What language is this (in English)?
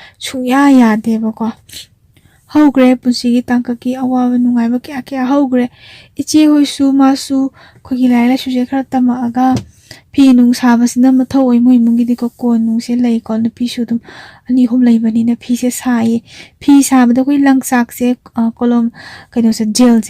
Manipuri